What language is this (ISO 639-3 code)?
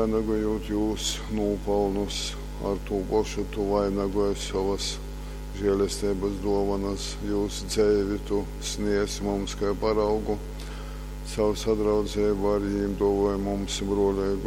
ltg